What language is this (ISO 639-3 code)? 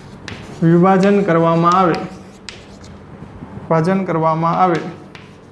guj